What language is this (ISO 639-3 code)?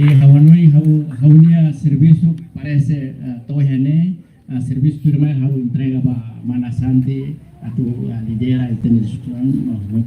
tet